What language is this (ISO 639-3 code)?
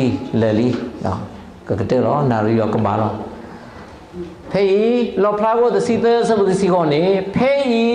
ksw